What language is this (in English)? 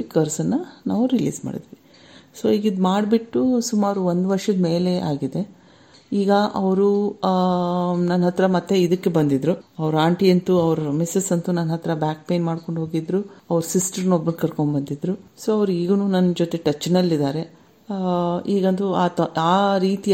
Kannada